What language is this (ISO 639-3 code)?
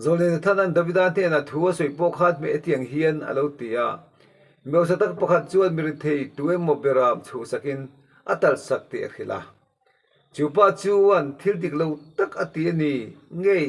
lus